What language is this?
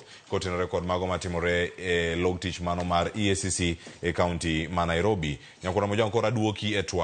Luo (Kenya and Tanzania)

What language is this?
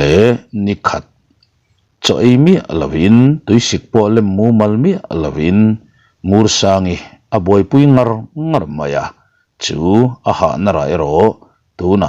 Mizo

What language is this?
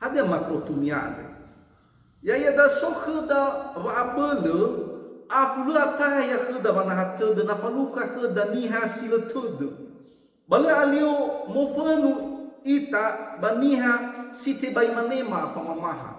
Nias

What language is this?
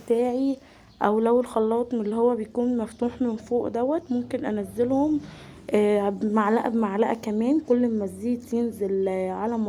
Egyptian Arabic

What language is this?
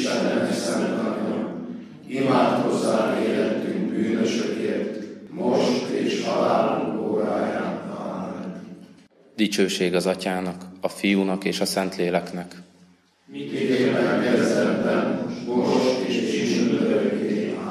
Hungarian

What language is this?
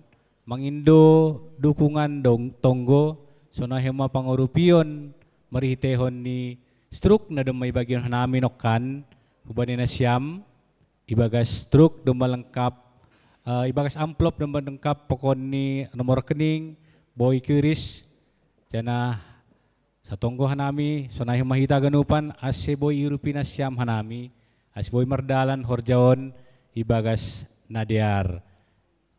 Batak Simalungun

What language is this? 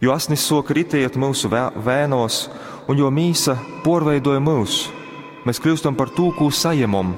Latgalian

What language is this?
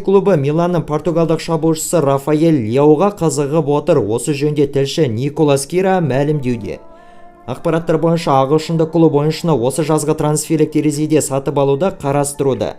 Kazakh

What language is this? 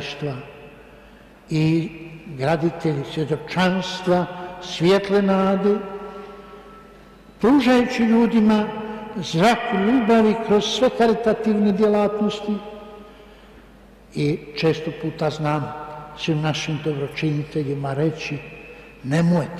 Croatian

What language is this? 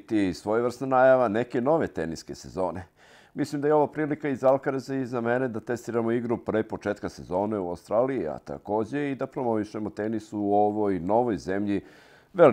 Serbian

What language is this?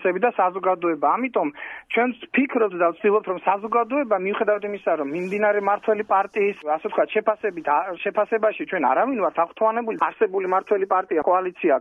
Georgian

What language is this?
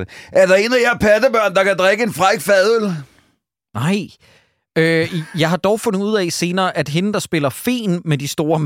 Danish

